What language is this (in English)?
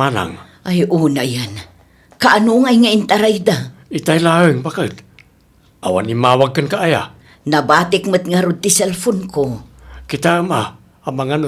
Iloko